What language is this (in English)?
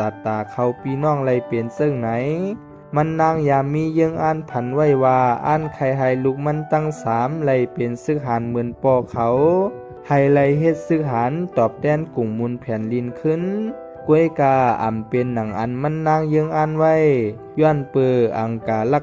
Shan